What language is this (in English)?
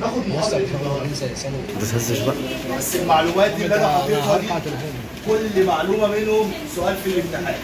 Egyptian Arabic